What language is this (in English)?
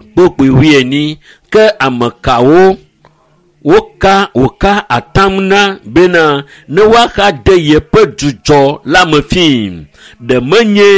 Ewe